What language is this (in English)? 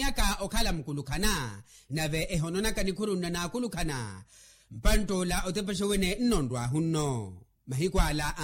Makhuwa